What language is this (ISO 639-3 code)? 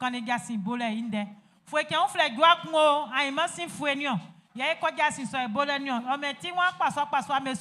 bci